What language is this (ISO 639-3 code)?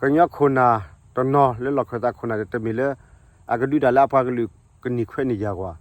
ksw